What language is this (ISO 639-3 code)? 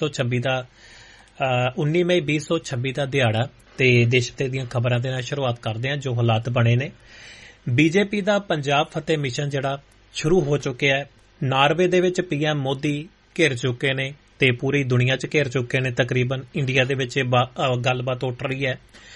pan